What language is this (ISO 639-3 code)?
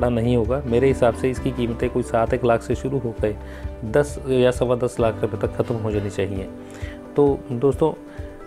hin